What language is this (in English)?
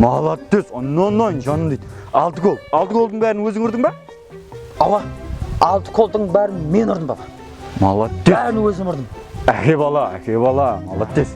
Kara-Kalpak